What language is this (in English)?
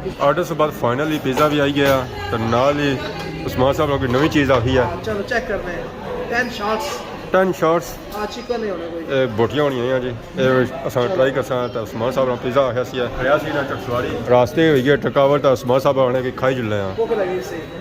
Pahari-Potwari